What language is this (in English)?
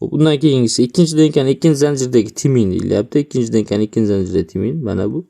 Uzbek